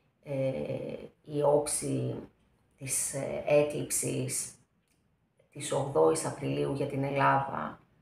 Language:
Greek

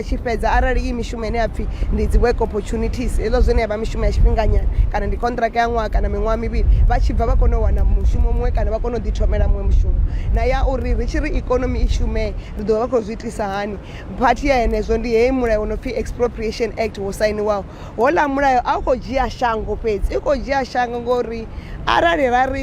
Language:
Venda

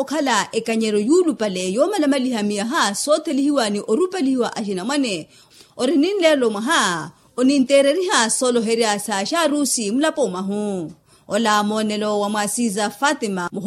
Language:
Makhuwa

